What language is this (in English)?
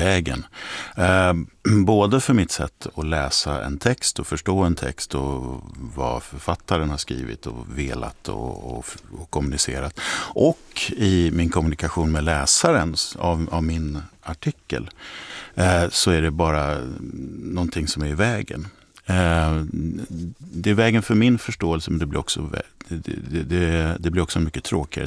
Swedish